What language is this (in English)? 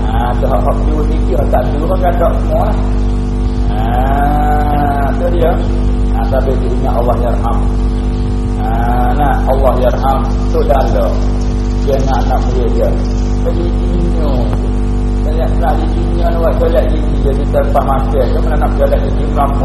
Malay